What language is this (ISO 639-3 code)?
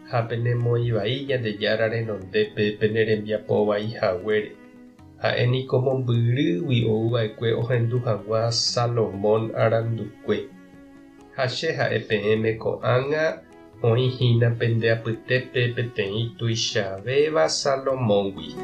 grn